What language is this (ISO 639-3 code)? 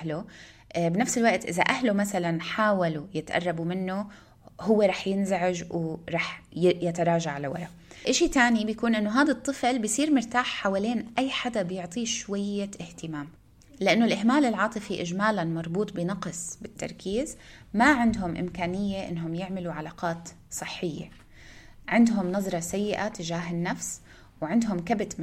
apc